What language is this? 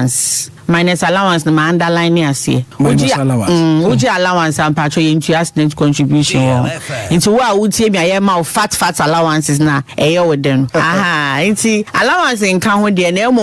Akan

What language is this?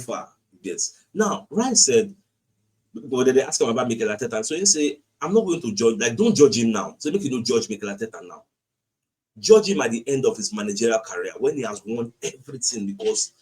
Nigerian Pidgin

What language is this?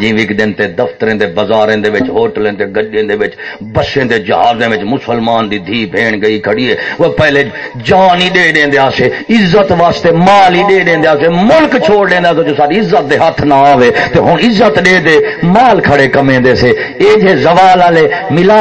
Saraiki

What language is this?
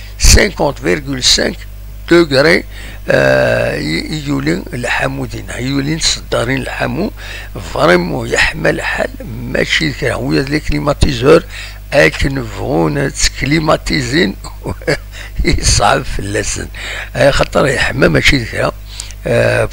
Kabyle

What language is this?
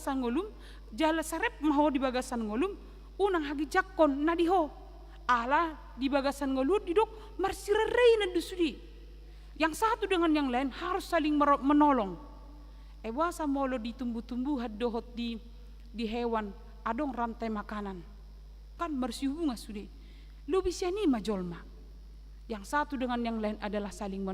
Batak Toba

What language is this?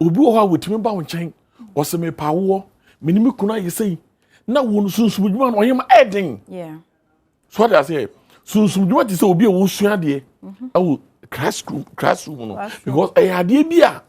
Akan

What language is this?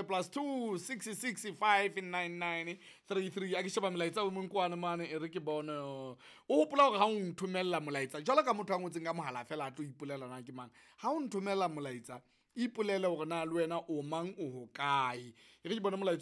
Southern Sotho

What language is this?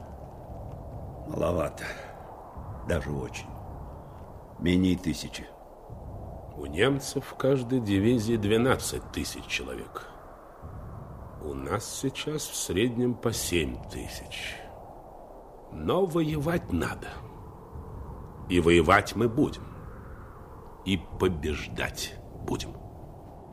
Russian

